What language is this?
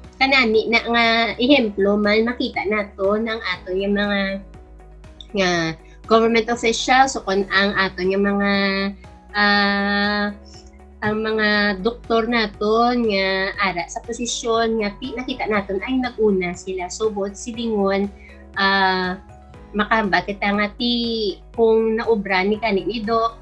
Hiligaynon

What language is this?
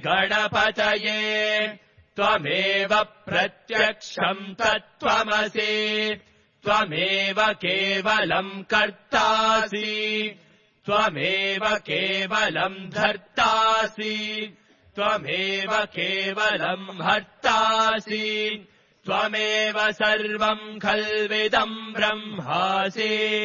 Sanskrit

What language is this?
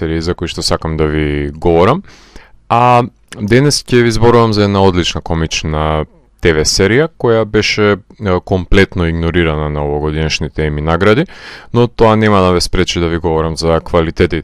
Macedonian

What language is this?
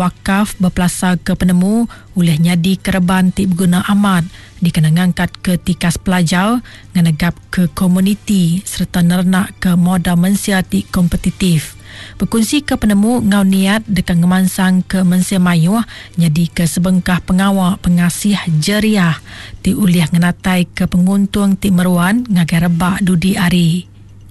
Iban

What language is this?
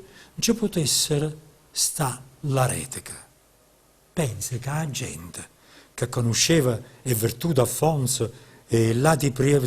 Neapolitan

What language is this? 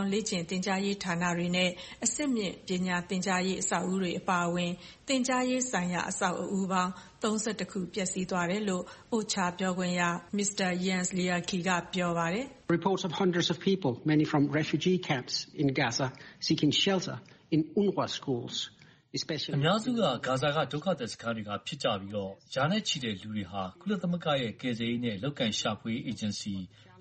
Burmese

